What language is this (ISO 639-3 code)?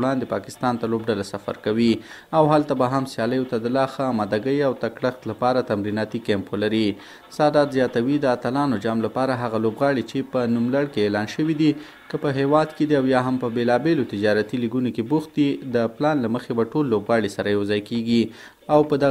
pus